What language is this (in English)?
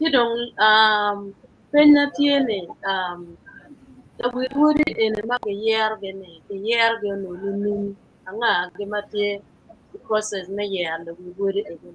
Acoli